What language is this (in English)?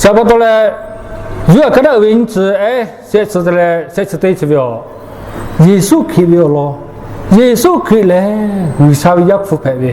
Lahu